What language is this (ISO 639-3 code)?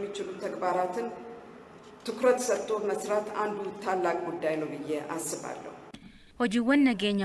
orm